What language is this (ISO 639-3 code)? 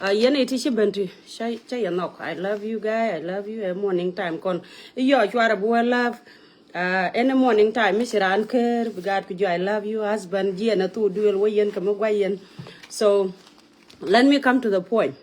nus